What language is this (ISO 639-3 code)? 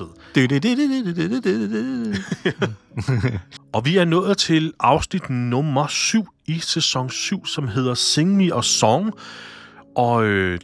dan